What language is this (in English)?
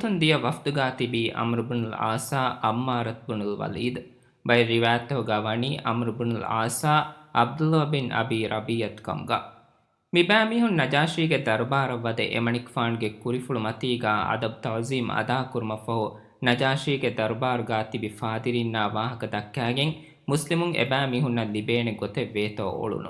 Divehi